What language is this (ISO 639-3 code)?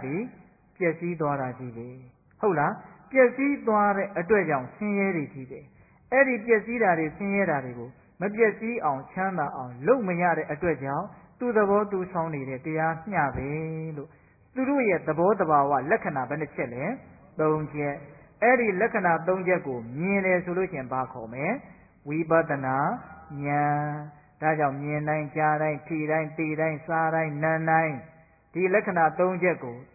mya